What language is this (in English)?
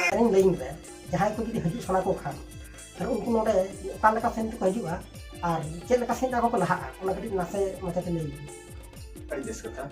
Santali